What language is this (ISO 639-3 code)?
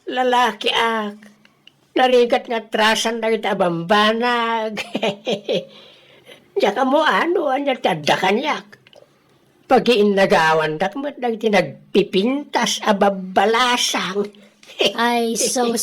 ilo